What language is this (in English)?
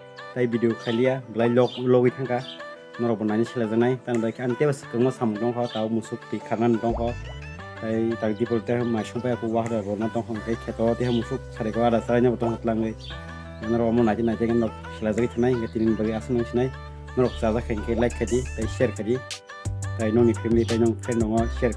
Kok Borok